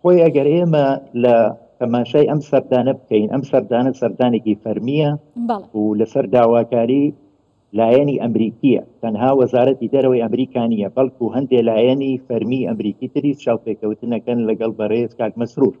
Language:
Central Kurdish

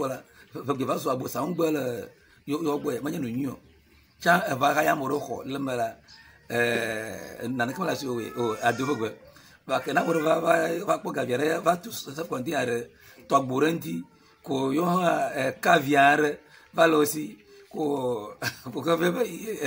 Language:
Ewe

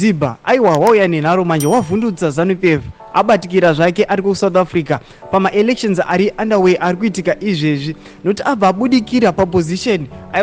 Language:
Shona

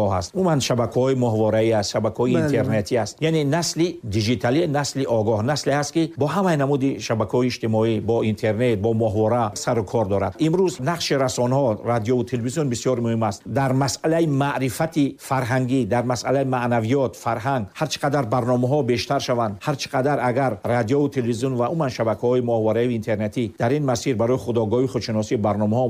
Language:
Tajik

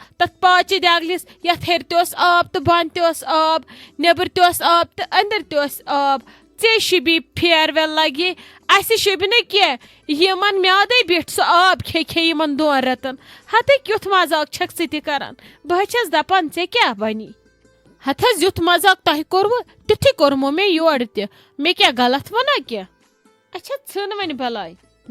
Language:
Kashmiri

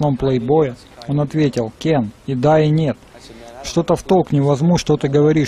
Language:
Russian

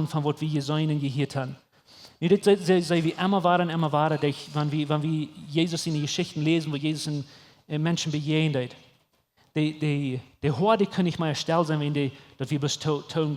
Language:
Plautdietsch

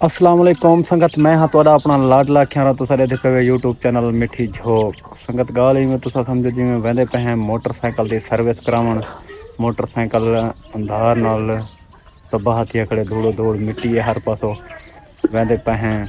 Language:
Saraiki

